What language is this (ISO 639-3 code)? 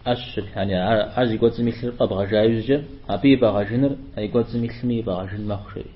kbd